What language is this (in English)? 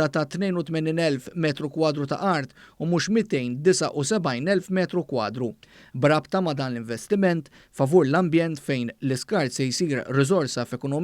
Maltese